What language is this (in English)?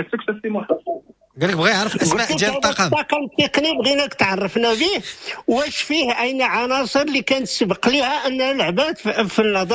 Moroccan Arabic